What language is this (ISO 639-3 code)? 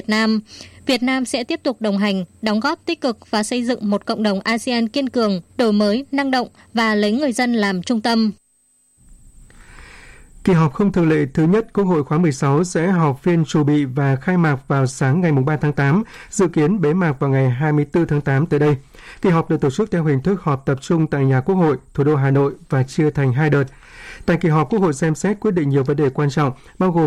vie